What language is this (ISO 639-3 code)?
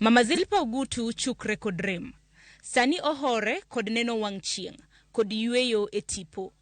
luo